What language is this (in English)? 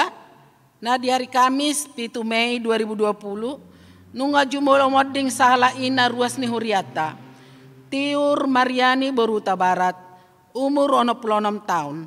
Batak Toba